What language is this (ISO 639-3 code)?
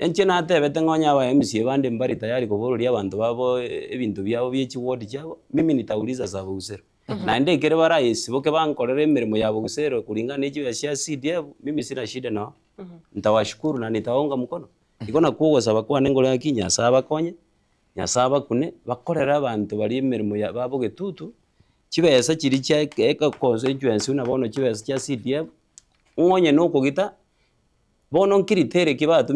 guz